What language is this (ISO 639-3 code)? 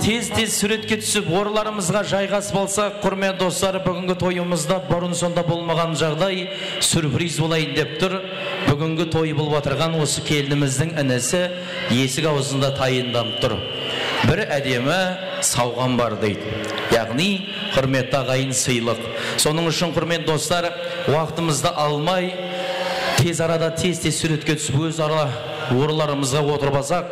kaa